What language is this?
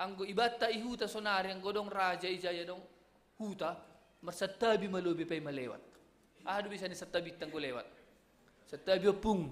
Batak Simalungun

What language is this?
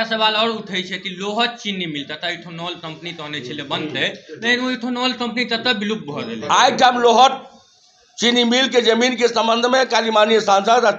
Maithili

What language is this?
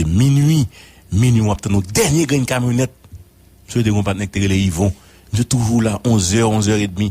Haitian Creole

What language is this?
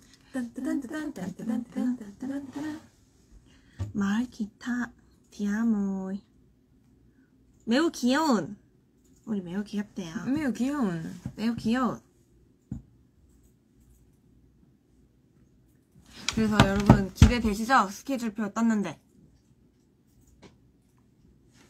Korean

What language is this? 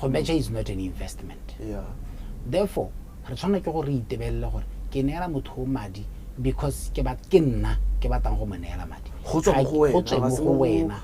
Tswana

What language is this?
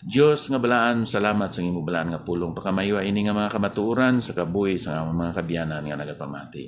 Hiligaynon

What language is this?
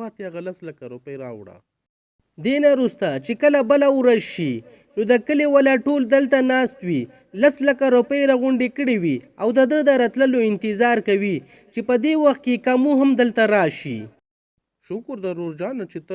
Pashto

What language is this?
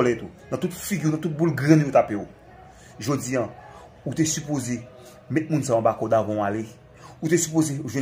Haitian Creole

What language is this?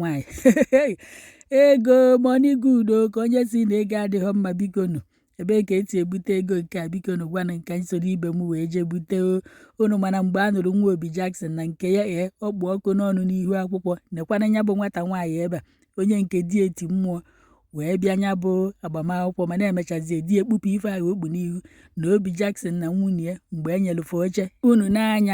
Igbo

